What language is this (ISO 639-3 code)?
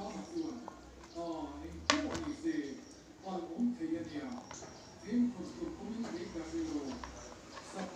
lus